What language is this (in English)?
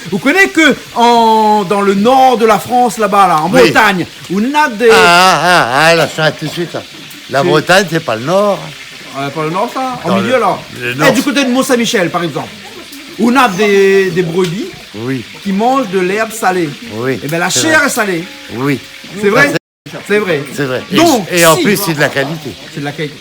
Réunion Creole French